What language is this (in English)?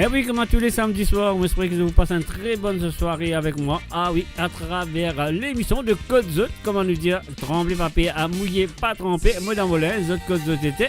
Morisyen